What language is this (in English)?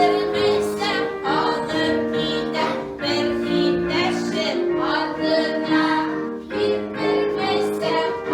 Bashkir